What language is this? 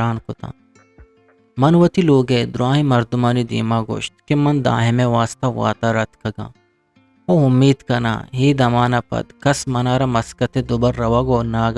Eastern Balochi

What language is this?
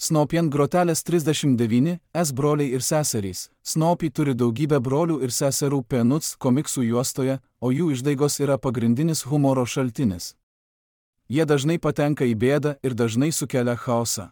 Lithuanian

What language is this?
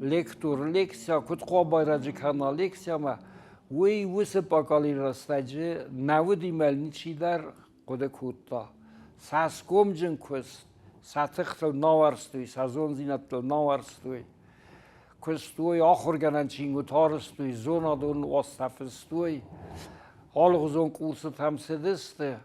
Ossetic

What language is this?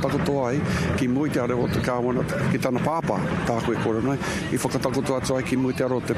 Māori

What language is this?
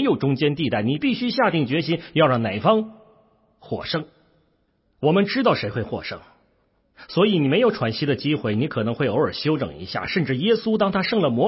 Chinese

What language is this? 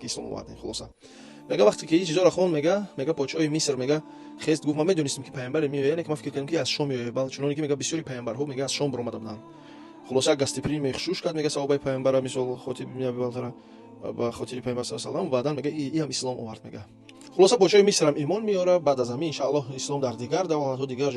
Tajik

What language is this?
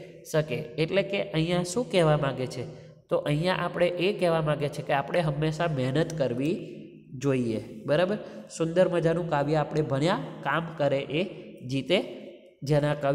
Gujarati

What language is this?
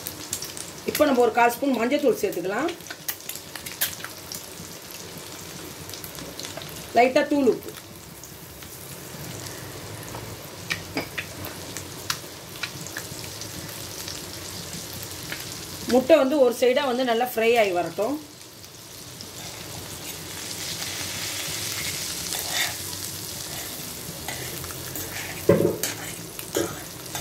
Tamil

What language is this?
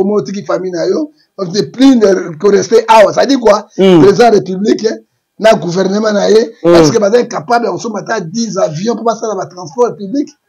Lingala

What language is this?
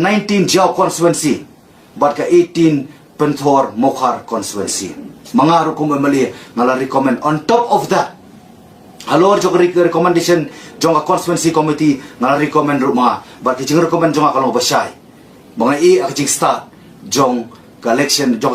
Khasi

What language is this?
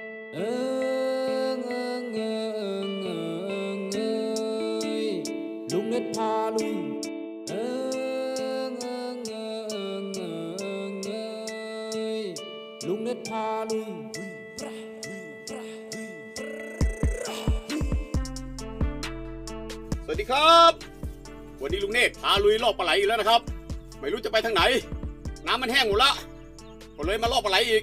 Thai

